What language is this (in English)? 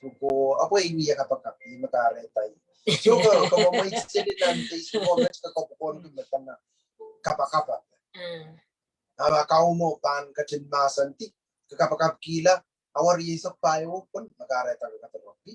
Pohnpeian